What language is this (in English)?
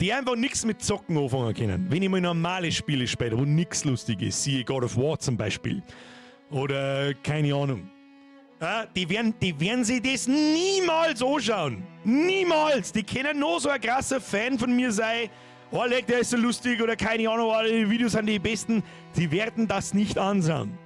Bavarian